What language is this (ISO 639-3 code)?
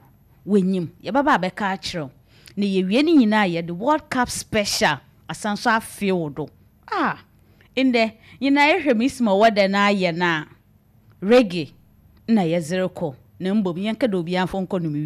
aka